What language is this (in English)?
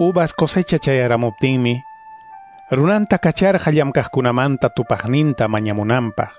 Quechua